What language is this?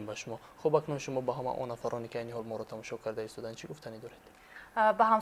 Tajik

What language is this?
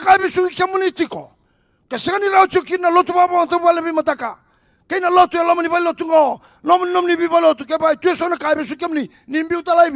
Fijian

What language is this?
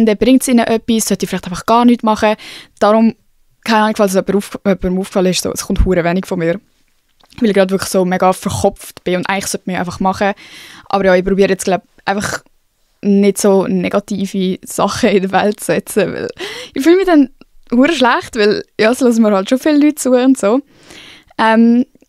Swiss German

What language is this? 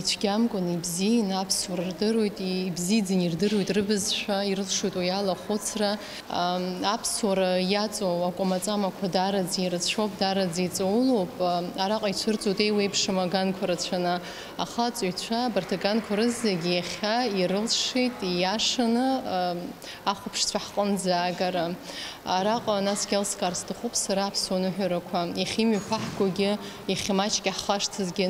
Abkhazian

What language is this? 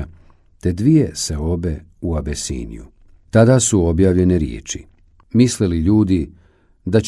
Bosnian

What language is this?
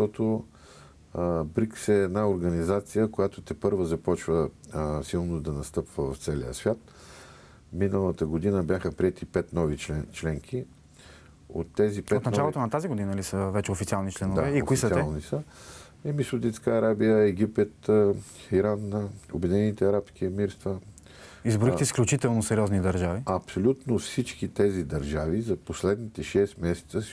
Bulgarian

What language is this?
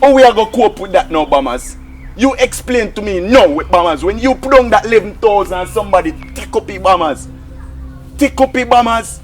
Jamaican Creole English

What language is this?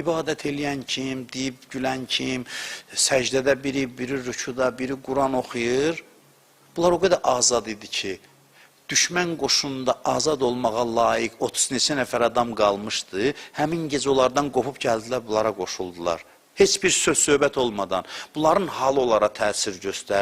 Azerbaijani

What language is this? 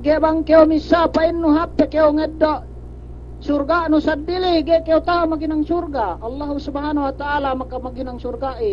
Yakan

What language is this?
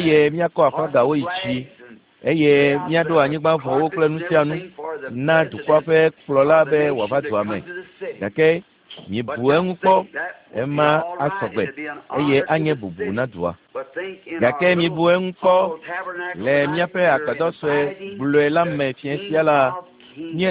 Ewe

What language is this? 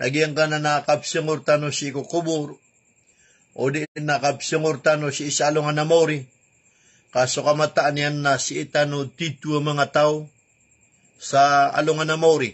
Maranao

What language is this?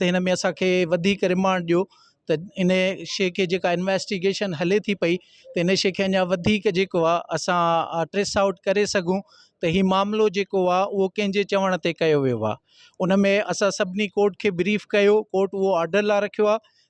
Sindhi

